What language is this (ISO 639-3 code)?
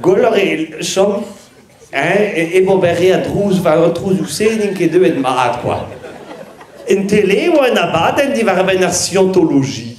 bre